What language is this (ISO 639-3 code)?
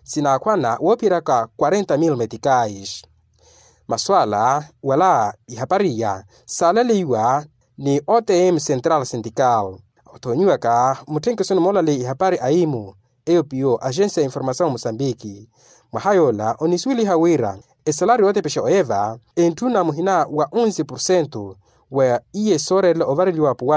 vmw